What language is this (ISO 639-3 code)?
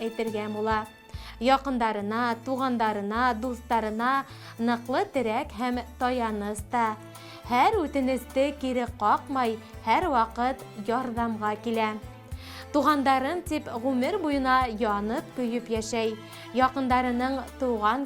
bak